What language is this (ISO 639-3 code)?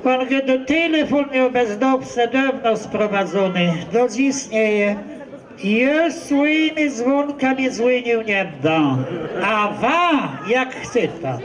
csb